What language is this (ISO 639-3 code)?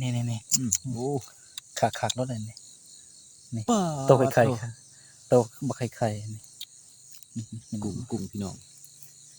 tts